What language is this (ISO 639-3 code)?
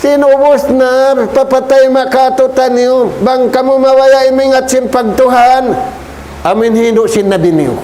tsg